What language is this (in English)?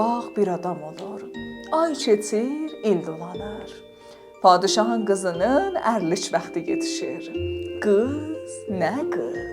South Azerbaijani